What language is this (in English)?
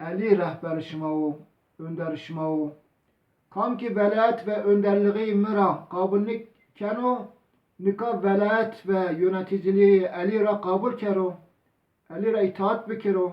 Zaza